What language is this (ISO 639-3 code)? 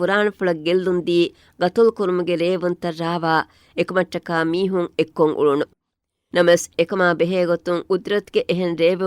div